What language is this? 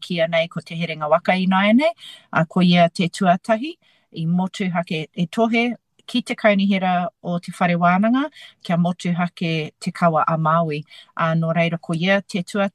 Māori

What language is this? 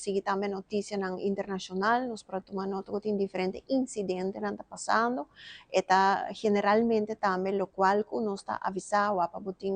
Papiamento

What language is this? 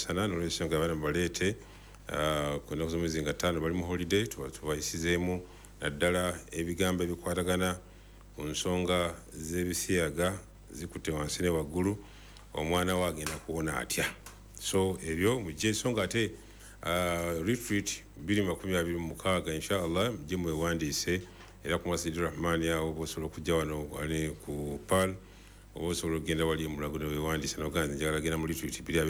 Ganda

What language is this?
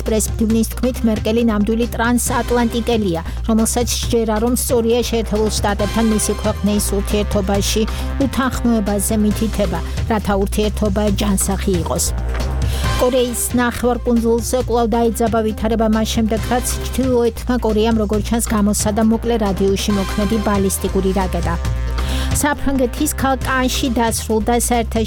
Georgian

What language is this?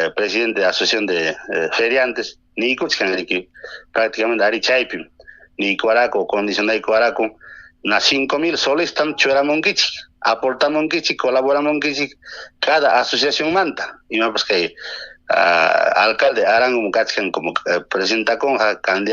Ayacucho Quechua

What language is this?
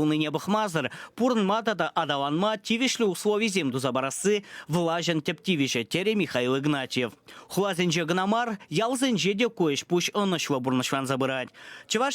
Chuvash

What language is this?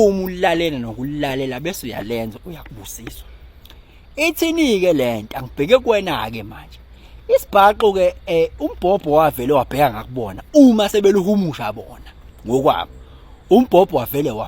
Zulu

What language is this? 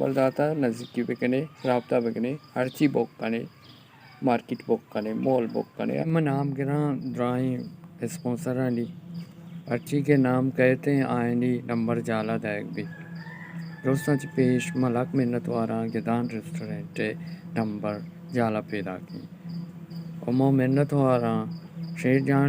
Baluchi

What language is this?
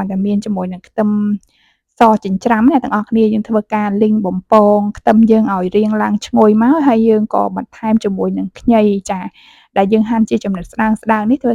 Khmer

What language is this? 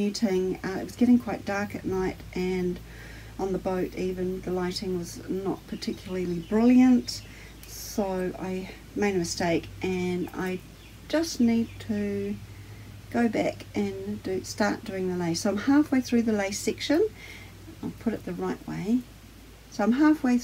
English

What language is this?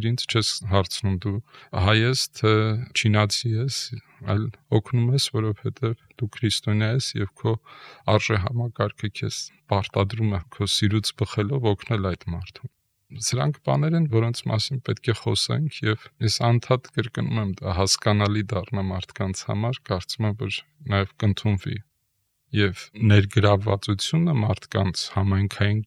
Armenian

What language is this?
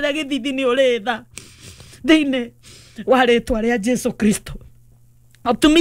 Kikuyu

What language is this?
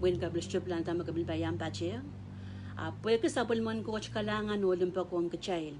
Pohnpeian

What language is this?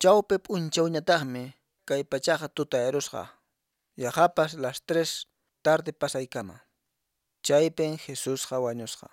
Quechua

